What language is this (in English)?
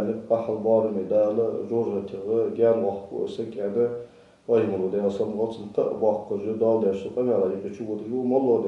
Ingush